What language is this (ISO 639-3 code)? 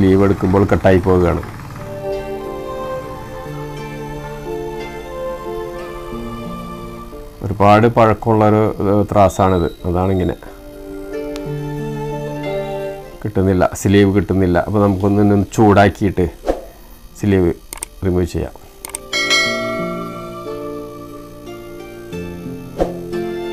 mal